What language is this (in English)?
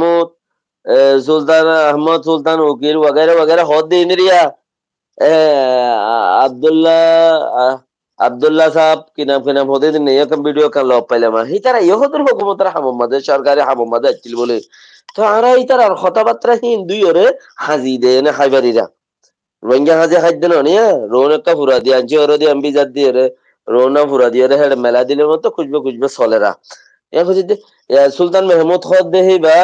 Rohingya